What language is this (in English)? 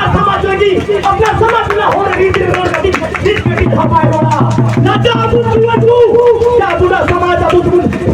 Santali